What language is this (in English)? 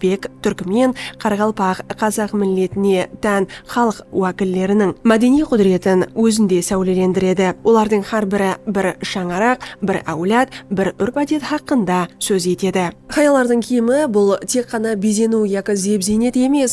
Kara-Kalpak